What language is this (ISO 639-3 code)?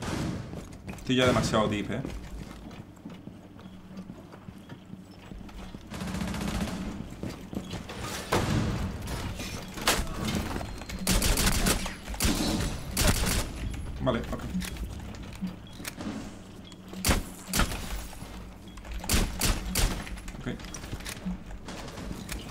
spa